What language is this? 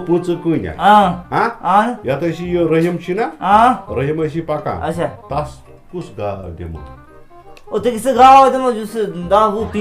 Kashmiri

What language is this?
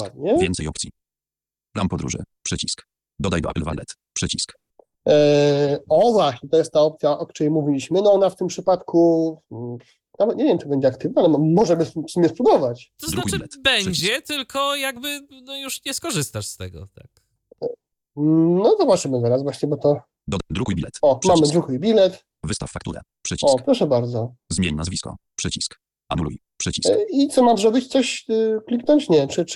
Polish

